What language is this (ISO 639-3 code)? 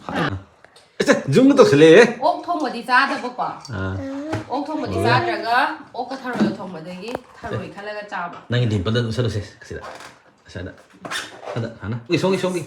mni